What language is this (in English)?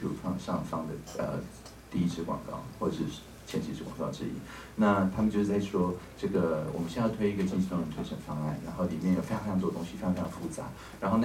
Chinese